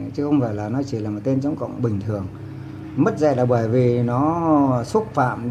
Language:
Vietnamese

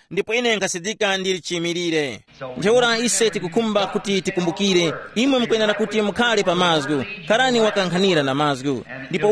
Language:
Tumbuka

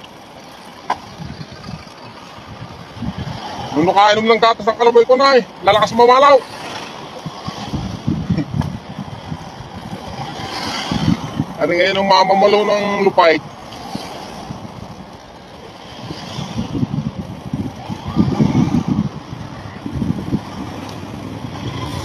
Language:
Filipino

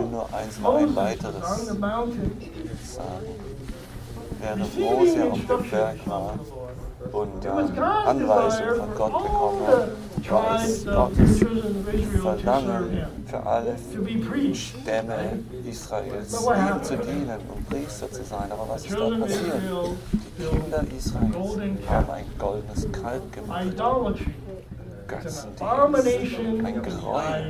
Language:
German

